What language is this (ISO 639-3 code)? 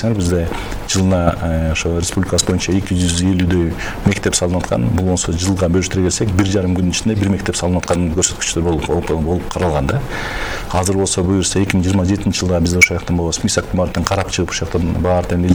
kir